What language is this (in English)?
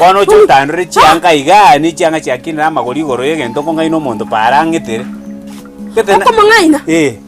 Gusii